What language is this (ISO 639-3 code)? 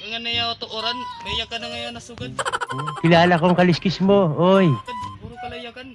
war